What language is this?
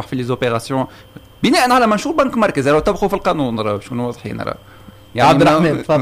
Tunisian Arabic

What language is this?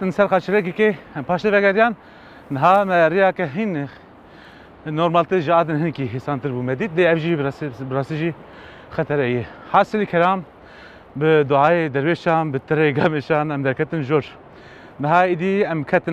Kurdish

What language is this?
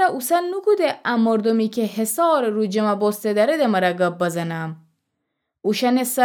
Gilaki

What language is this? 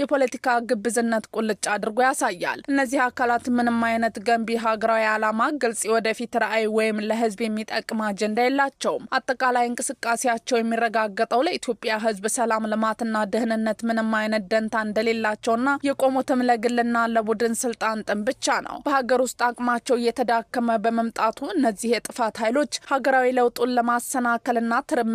Amharic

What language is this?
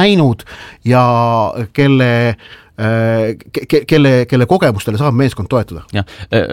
Estonian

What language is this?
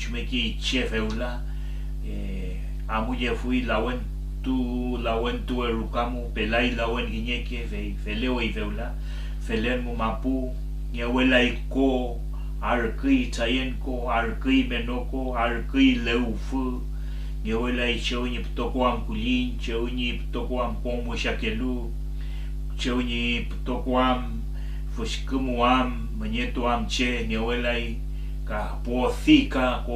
Mapuche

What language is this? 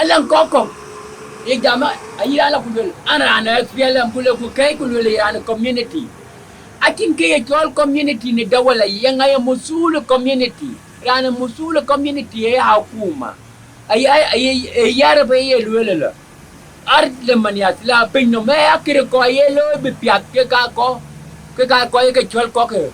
Dinka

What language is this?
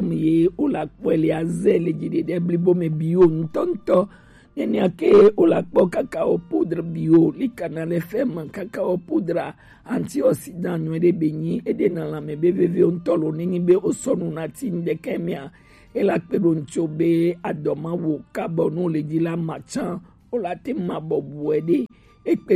Gen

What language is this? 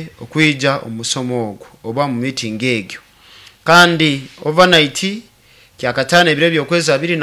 Nyoro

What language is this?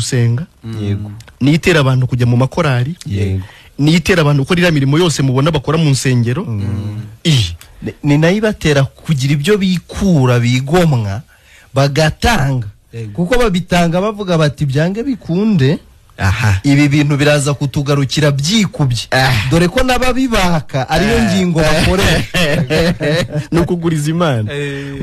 Kinyarwanda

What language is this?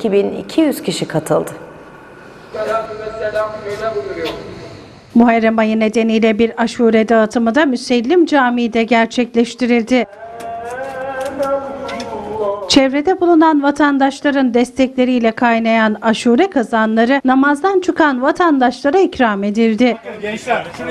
Turkish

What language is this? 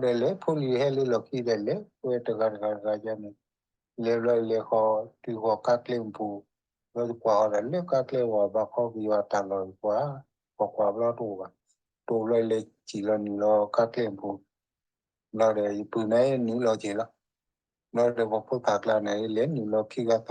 S'gaw Karen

